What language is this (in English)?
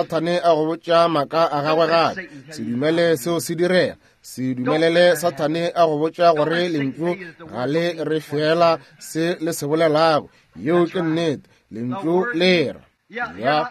Northern Sotho